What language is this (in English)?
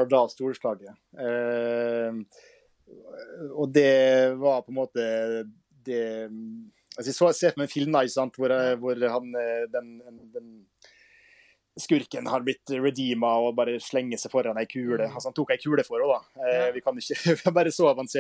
Norwegian